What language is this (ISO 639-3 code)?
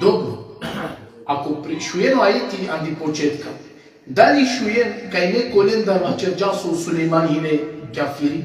rmn